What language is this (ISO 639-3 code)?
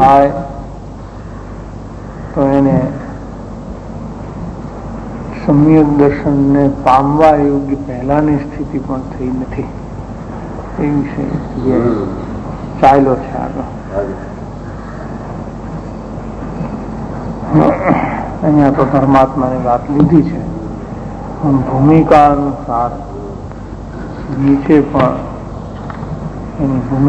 guj